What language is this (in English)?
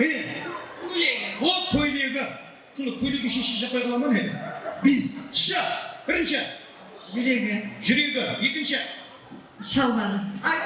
Kara-Kalpak